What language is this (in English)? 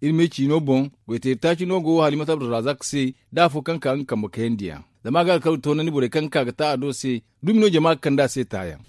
Zarma